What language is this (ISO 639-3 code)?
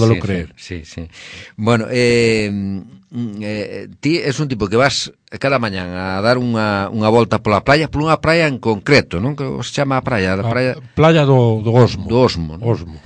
glg